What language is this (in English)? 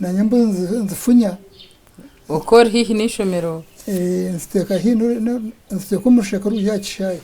Nyankole